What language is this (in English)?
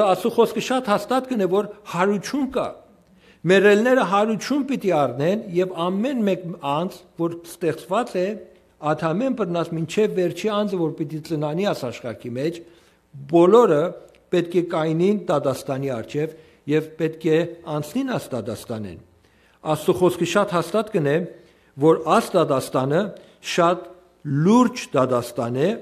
Western Armenian